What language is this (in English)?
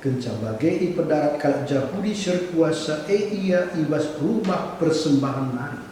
Batak Karo